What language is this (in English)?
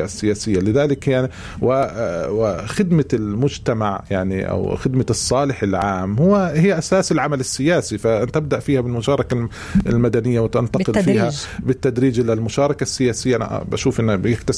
North Levantine Arabic